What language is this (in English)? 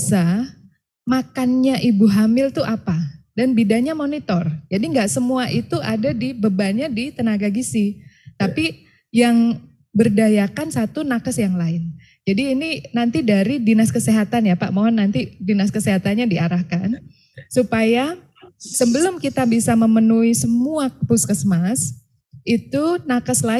Indonesian